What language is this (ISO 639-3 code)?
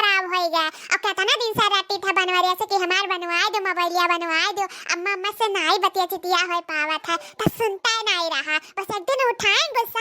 awa